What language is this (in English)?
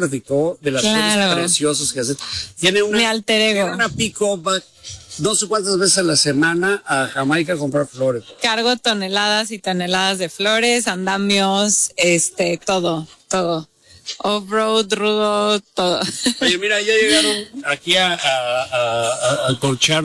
Spanish